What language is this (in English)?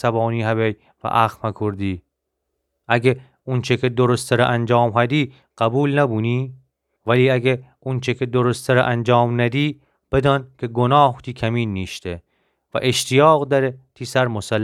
Gilaki